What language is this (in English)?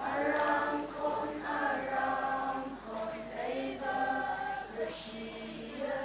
Tangkhul Naga (India)